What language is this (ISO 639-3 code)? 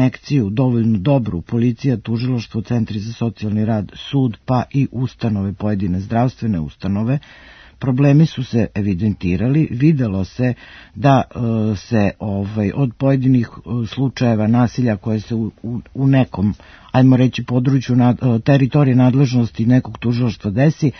srp